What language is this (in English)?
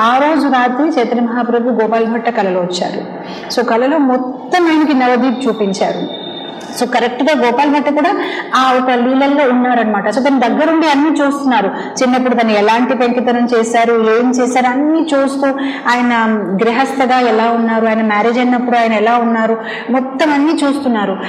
Telugu